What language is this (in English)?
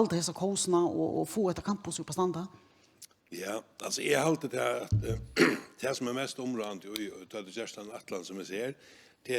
Faroese